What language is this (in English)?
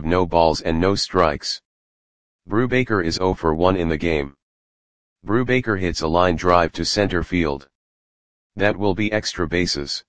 English